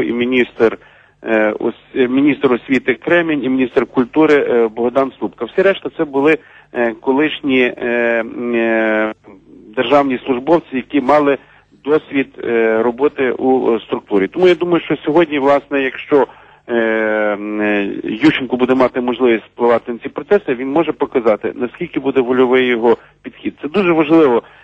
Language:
Ukrainian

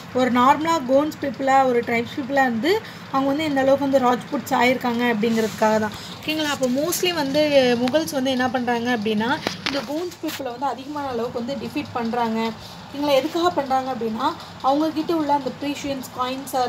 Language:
Tamil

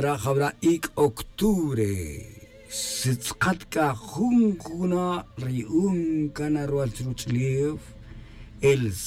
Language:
Tz'utujil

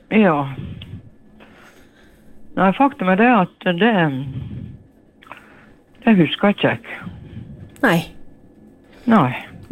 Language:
Norwegian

